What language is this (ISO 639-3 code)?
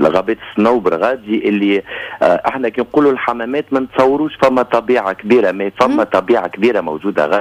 aeb